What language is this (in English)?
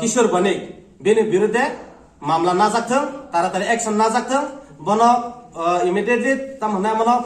Kok Borok